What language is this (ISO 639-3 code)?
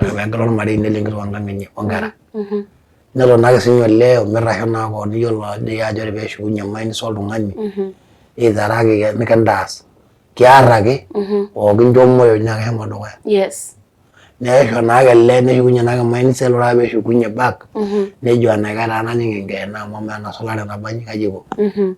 mas